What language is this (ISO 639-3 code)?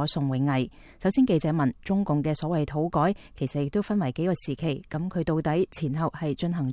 yue